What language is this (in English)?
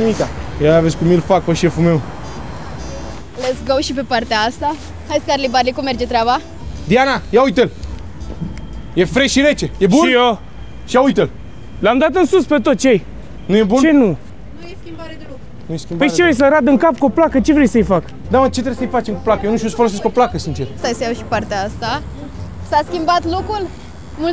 Romanian